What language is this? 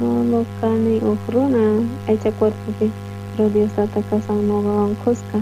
South Bolivian Quechua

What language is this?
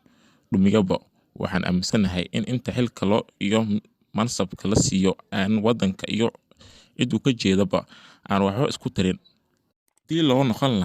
Somali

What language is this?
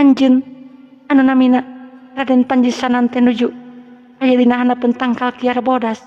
Sundanese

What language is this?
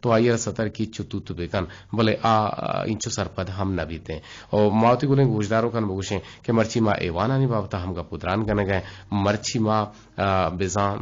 Eastern Balochi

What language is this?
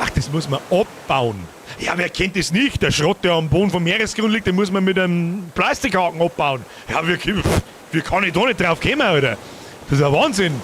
Bavarian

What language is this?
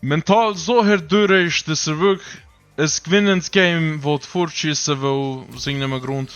Swiss German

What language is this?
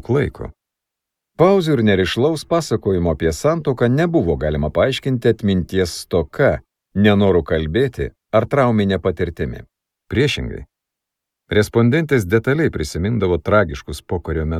Lithuanian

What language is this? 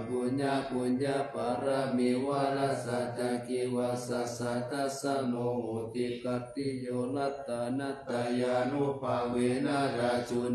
Pali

